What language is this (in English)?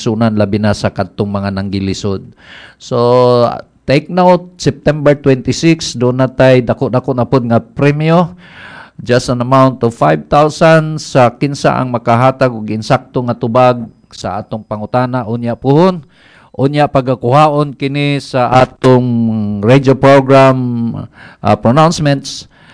Cebuano